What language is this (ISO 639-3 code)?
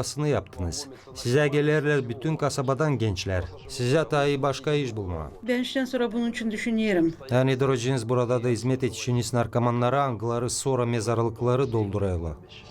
gag